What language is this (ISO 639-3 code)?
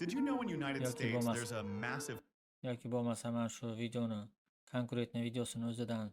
uzb